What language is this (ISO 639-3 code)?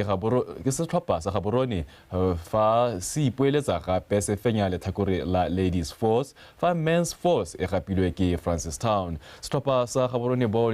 tsn